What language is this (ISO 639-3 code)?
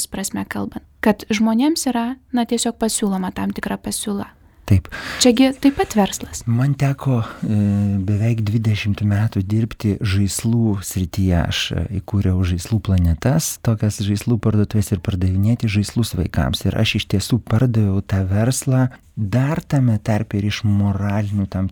lit